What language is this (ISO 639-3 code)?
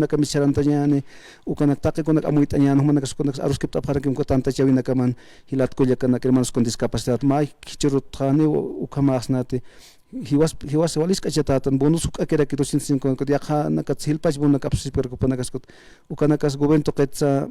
aym